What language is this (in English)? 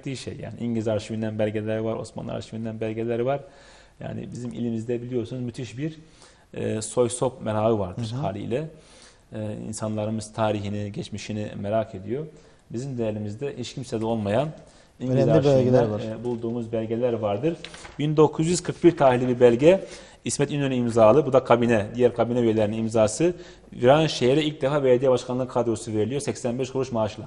Turkish